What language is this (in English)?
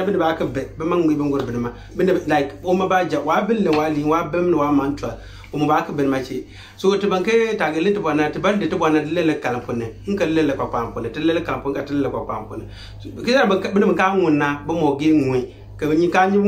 Konkomba